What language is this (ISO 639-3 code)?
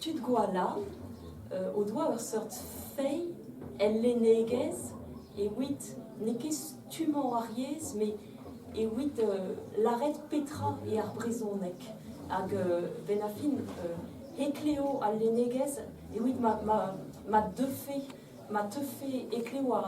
bre